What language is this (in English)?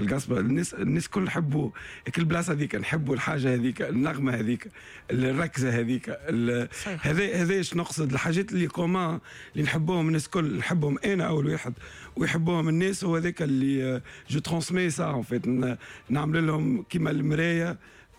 Tunisian Arabic